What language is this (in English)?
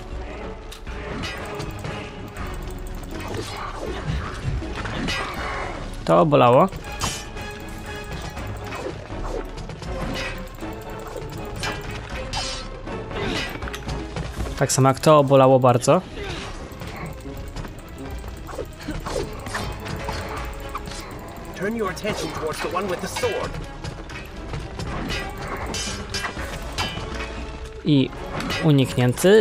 Polish